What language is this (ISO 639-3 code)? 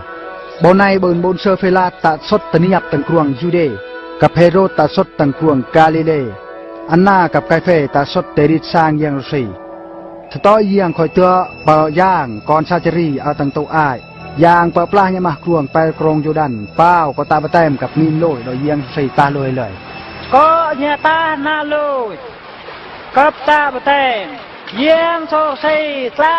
bru